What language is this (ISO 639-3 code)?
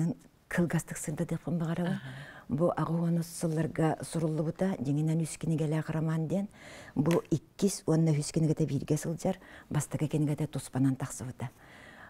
sah